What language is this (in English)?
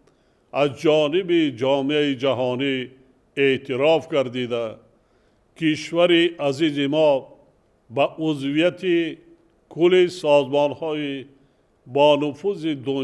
Tajik